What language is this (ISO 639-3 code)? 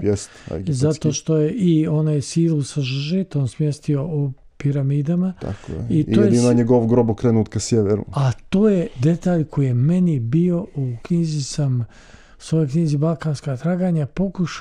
srp